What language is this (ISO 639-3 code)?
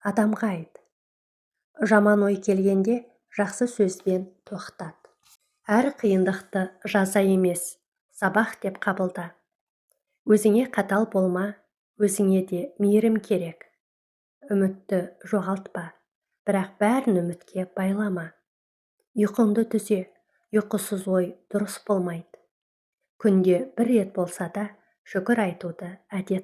kaz